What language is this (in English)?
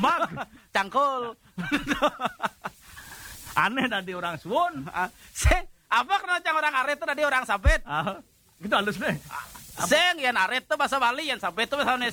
Balinese